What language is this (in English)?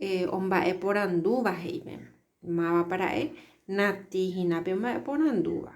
Guarani